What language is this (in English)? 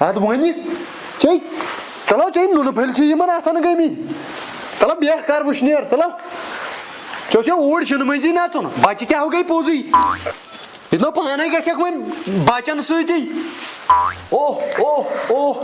Kashmiri